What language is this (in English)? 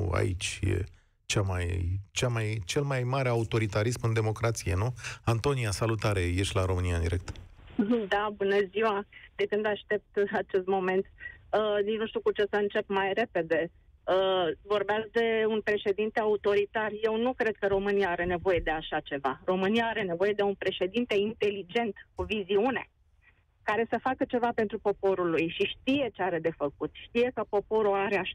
Romanian